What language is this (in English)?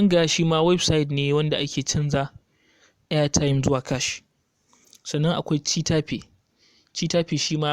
Hausa